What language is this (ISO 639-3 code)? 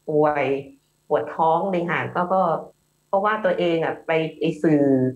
tha